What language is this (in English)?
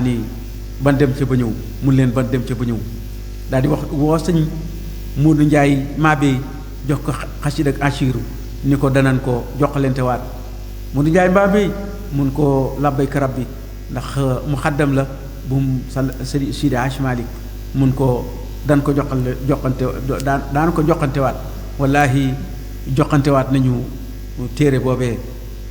Wolof